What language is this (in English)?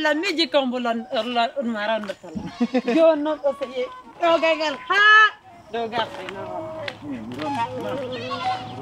Pular